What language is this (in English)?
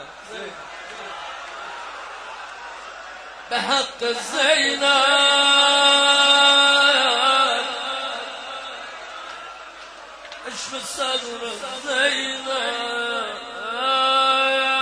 Persian